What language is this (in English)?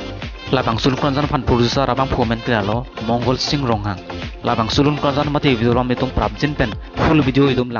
Karbi